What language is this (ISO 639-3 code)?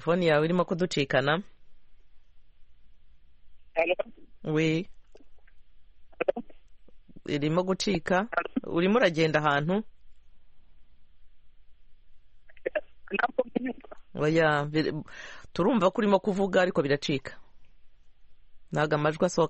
kin